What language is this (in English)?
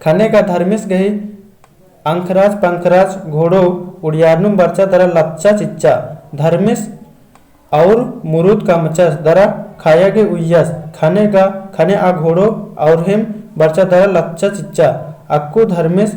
Kurukh